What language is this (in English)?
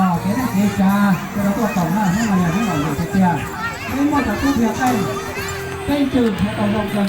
Hmong